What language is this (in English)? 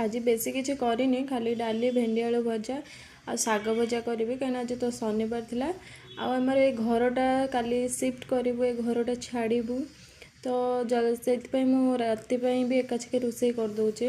Odia